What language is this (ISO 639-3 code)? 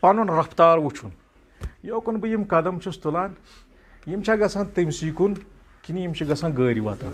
kas